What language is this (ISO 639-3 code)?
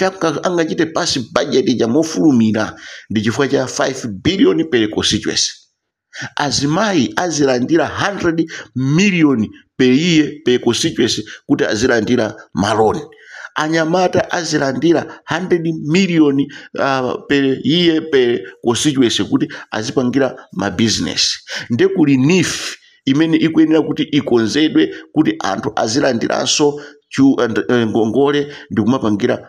nya